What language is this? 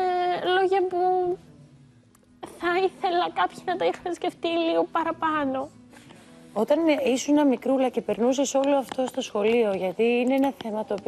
Greek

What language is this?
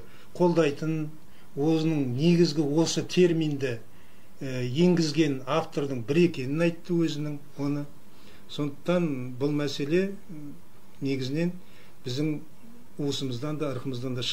Kazakh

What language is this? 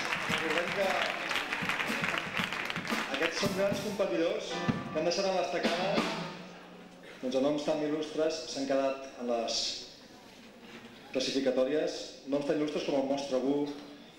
Catalan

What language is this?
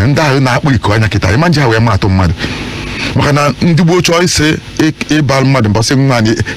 Igbo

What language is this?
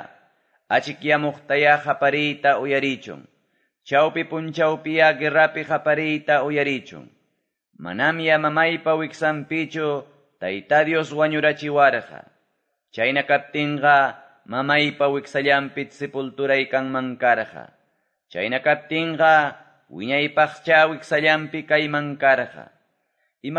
Quechua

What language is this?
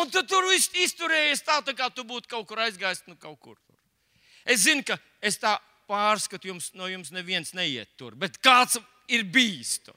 Latvian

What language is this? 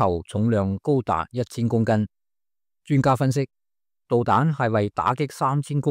Cantonese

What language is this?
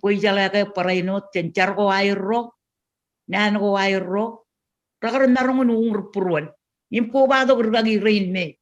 Marshallese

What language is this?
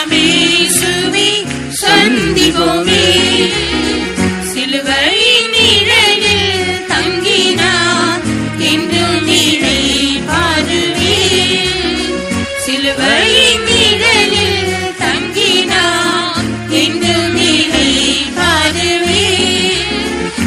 Tamil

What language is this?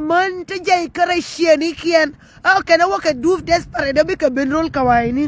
Nuer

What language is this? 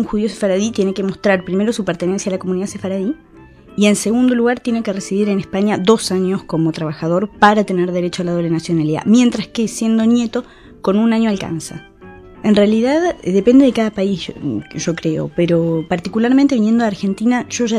Spanish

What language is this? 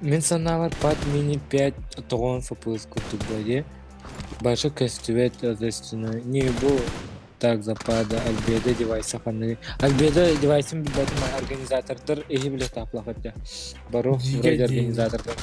Yakut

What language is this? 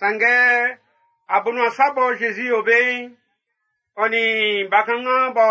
Baoulé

